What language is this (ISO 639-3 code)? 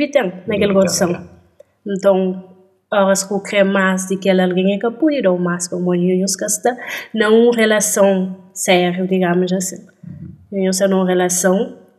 kea